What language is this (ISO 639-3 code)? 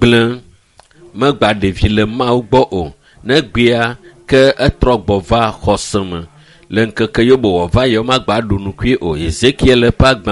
ewe